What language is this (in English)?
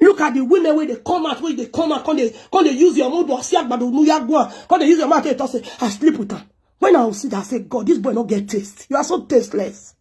Nigerian Pidgin